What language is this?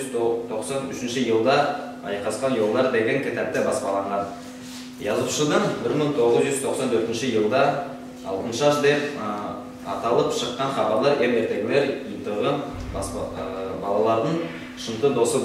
Nogai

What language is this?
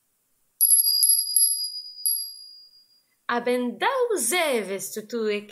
Breton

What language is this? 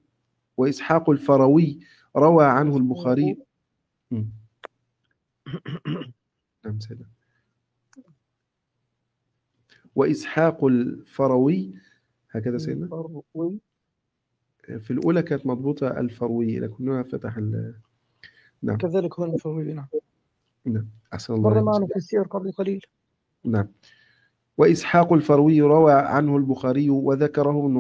Arabic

